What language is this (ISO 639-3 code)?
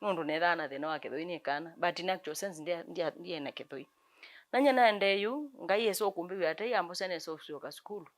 kam